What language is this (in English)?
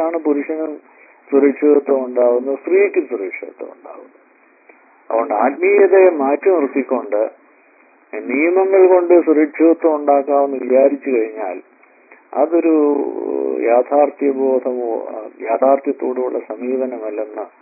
Malayalam